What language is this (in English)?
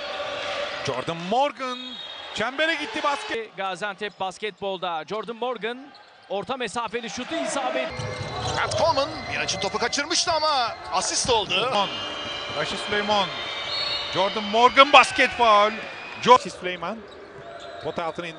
Turkish